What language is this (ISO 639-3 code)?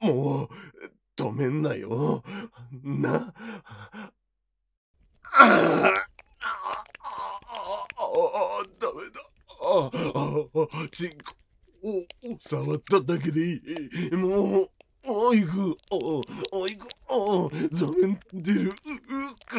jpn